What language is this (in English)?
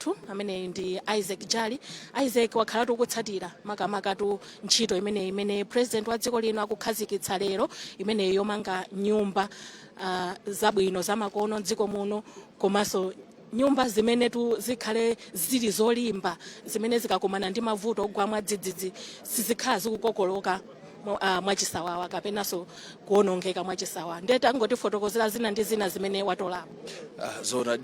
Nyanja